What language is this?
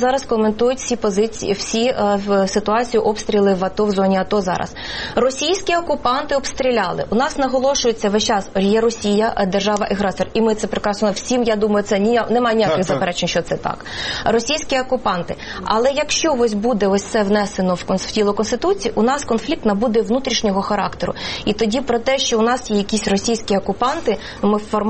Ukrainian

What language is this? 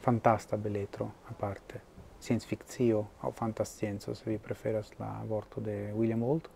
Esperanto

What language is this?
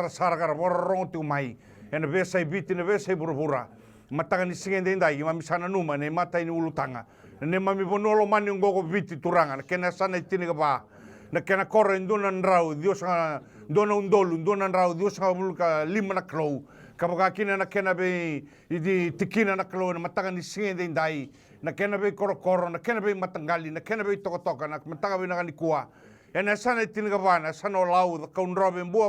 Fijian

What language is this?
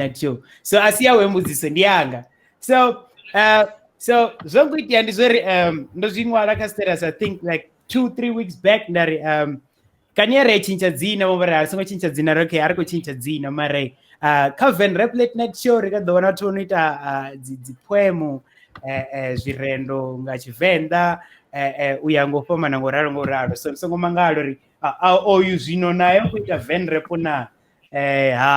Venda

